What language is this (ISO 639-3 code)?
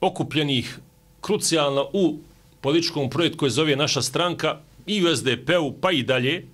bos